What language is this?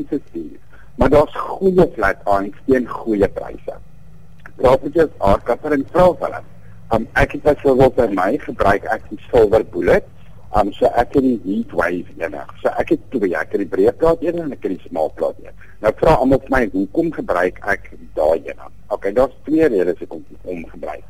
Afrikaans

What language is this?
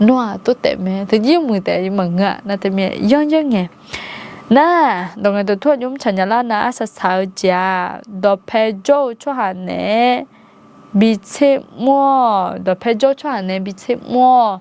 Akha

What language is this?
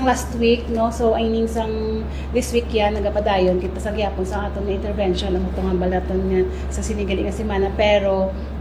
Hiligaynon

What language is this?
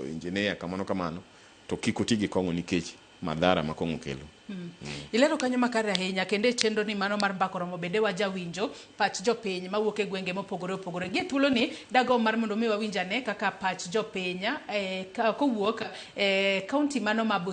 Luo (Kenya and Tanzania)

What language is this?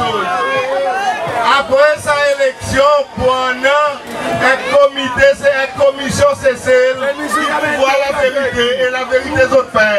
Seselwa Creole French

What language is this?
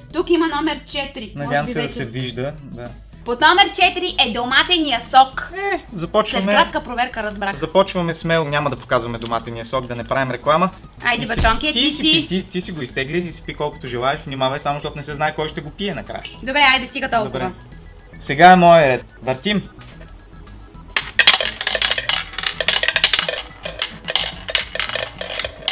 Bulgarian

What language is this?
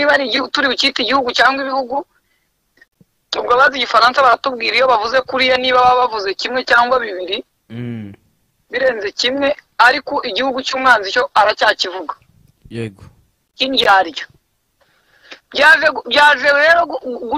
Kinyarwanda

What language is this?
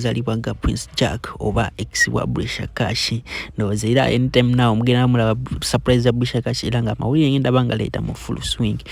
Ganda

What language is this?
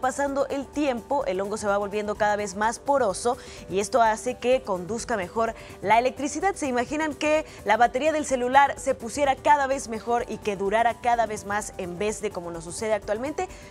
Spanish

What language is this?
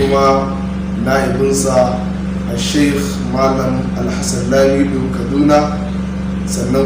Hausa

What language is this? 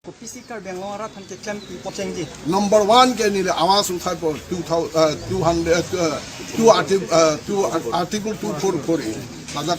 Karbi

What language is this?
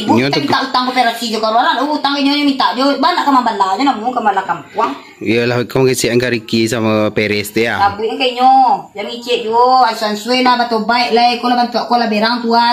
Minangkabau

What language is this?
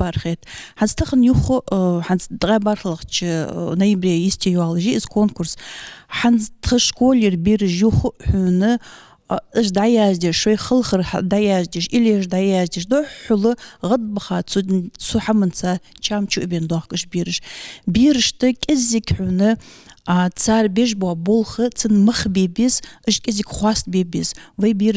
Ingush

